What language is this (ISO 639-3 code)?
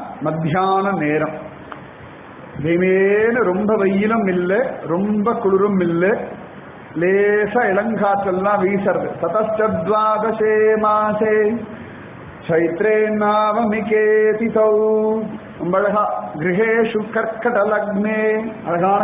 tam